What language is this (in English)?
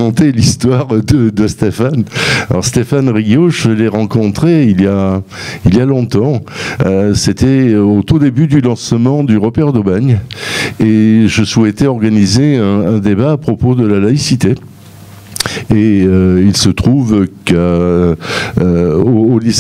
French